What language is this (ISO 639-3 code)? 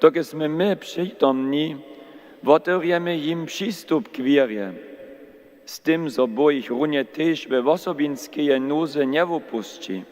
hsb